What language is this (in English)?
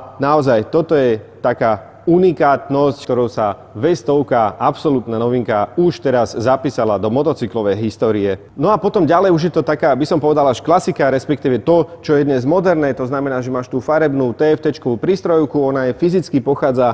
Slovak